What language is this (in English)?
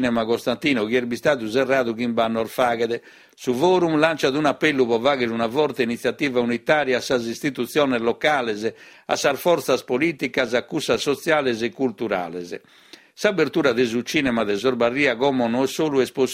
Sardinian